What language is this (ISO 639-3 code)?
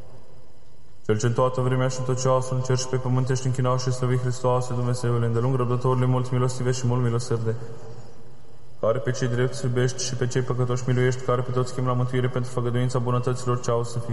ron